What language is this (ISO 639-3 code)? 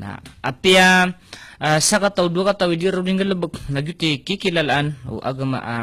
mrw